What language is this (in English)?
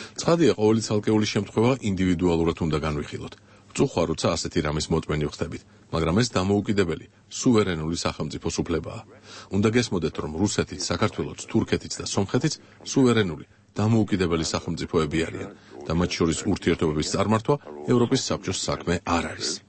Georgian